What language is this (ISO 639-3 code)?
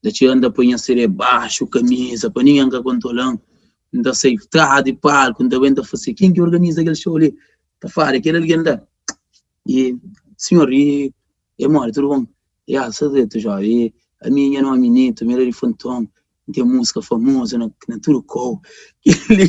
kea